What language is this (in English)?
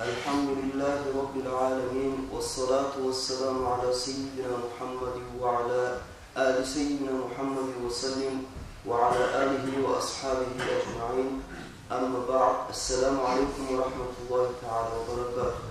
Kumyk